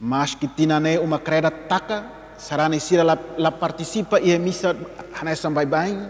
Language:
Tetum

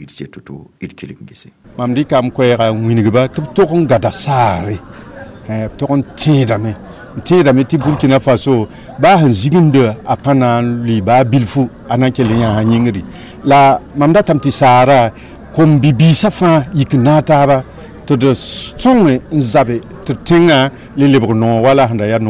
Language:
Mossi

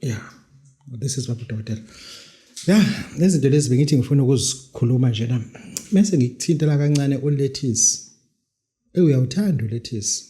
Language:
Zulu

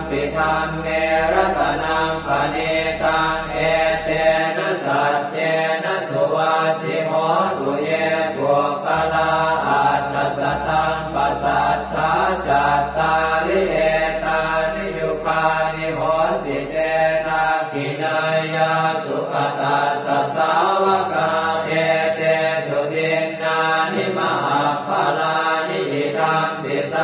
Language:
Pali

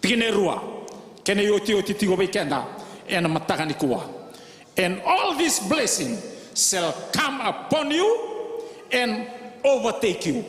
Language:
Fijian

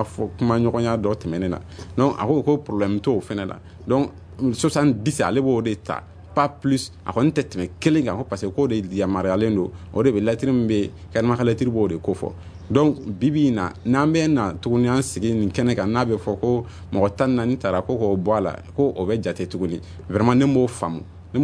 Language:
Bambara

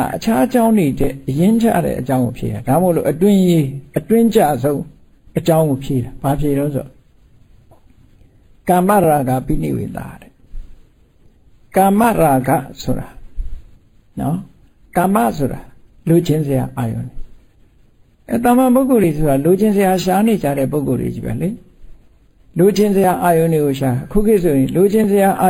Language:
Burmese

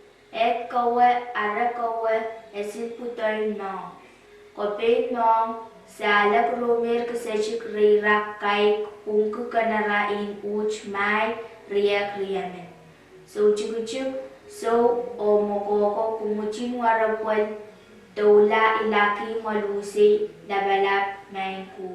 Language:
Pohnpeian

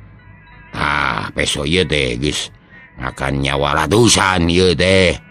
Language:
Sundanese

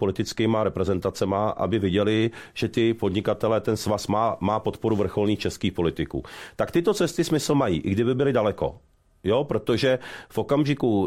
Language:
Czech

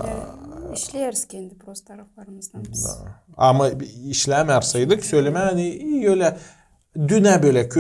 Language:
Gagauz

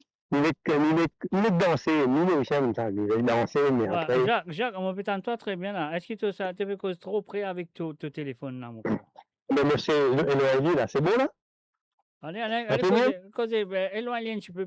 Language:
Morisyen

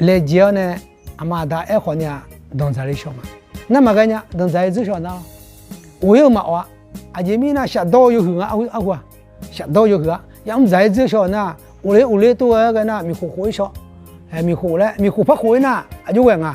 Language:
Akha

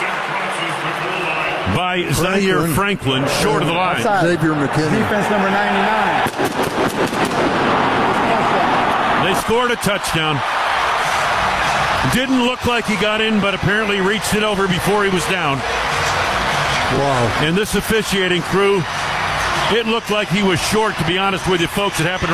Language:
English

